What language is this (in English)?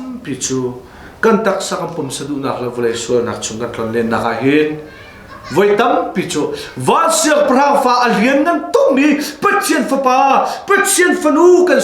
Hakha Chin